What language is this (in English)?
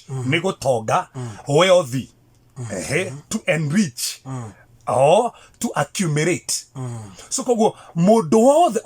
Kikuyu